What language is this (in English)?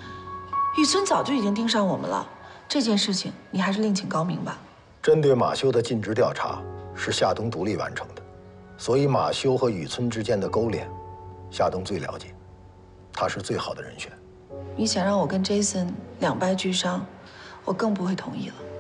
Chinese